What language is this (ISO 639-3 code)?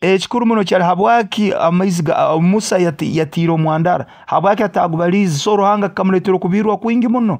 nyo